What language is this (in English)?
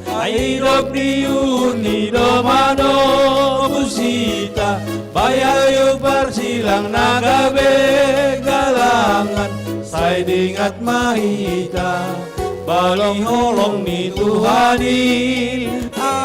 Batak Simalungun